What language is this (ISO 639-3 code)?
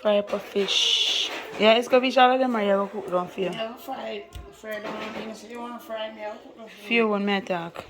jam